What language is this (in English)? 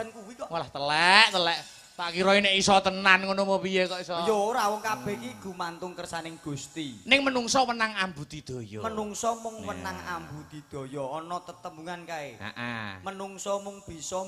Javanese